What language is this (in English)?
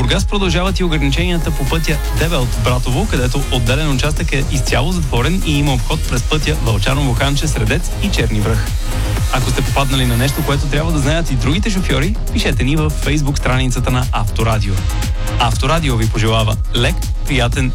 Bulgarian